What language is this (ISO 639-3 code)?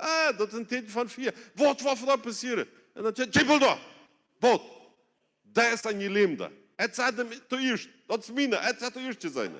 pdt